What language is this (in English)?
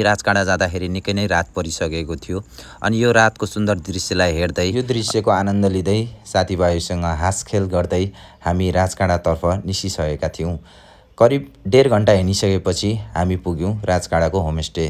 Nepali